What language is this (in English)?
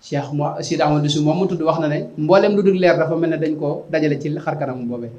Wolof